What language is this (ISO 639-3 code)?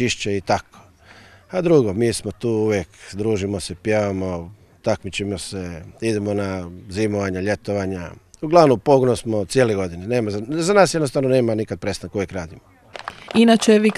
hrv